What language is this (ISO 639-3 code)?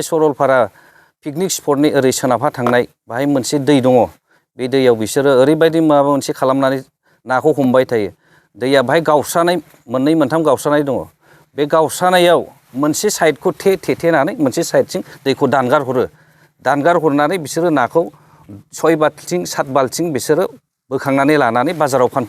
brx